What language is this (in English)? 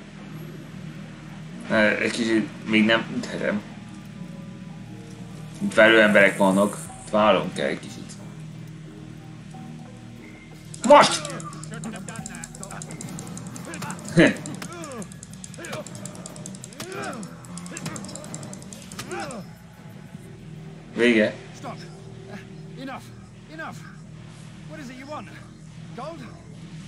Hungarian